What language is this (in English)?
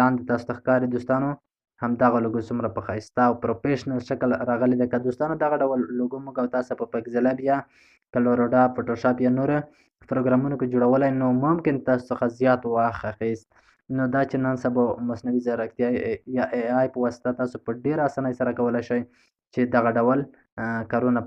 Pashto